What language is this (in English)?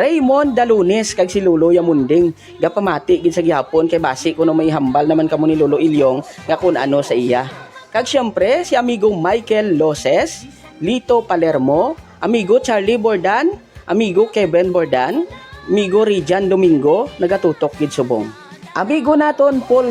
Hiligaynon